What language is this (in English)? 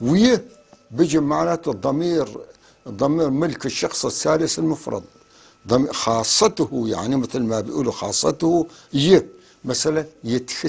North Levantine Arabic